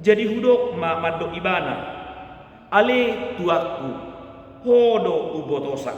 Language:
Batak Toba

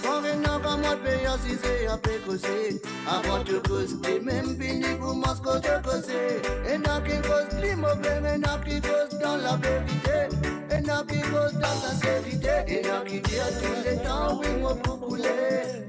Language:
Morisyen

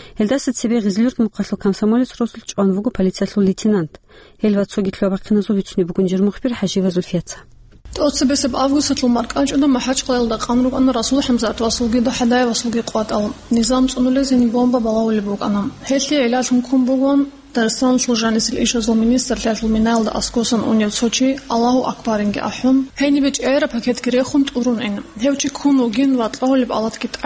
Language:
Avaric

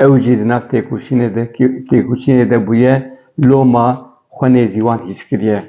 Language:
Kurdish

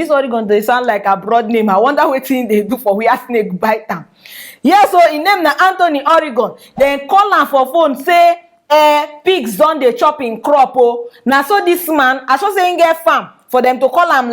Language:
Nigerian Pidgin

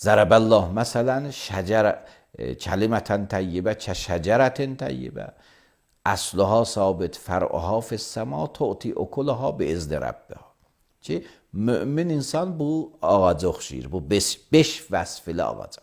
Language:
Azerbaijani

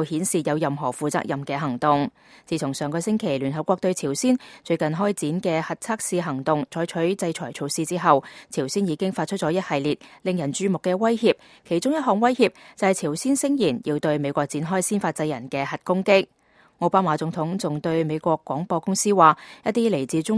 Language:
Cantonese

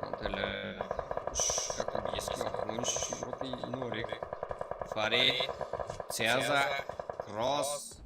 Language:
Kara-Kalpak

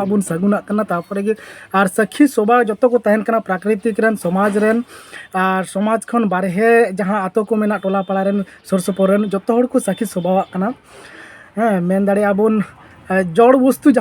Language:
Santali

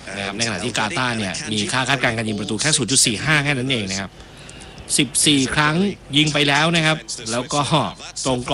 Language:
Thai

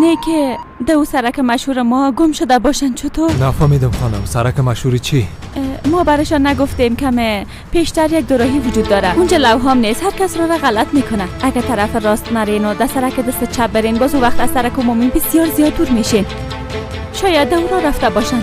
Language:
Persian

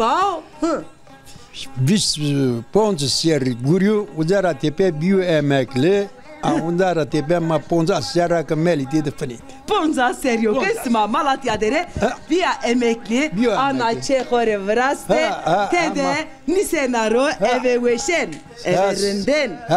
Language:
Zaza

